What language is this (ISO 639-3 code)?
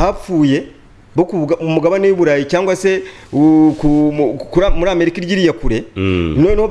kin